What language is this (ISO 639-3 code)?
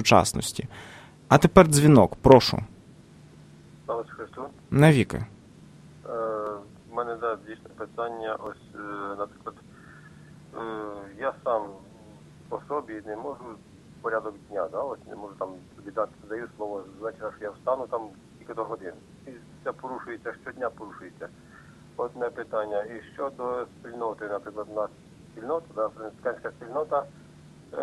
ukr